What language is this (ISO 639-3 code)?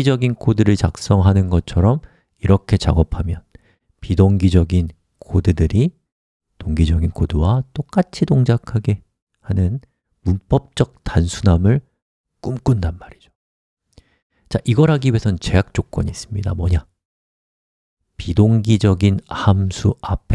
kor